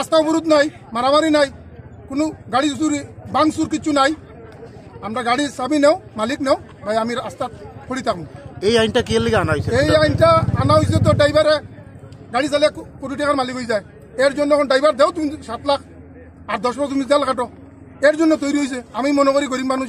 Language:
Kok Borok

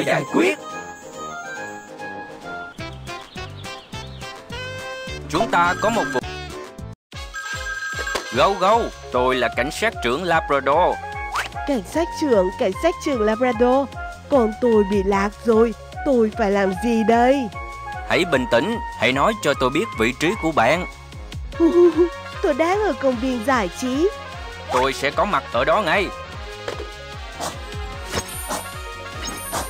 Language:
Vietnamese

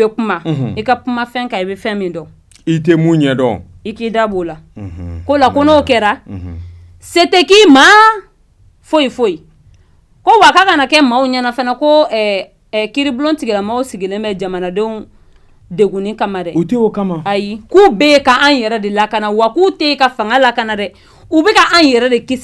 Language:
Bambara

